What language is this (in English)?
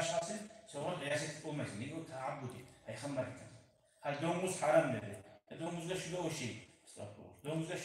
Kumyk